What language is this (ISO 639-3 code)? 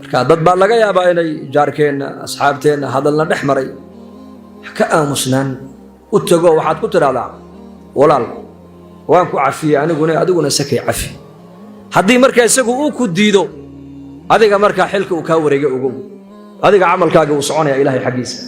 som